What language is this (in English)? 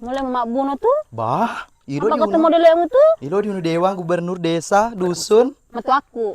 Buginese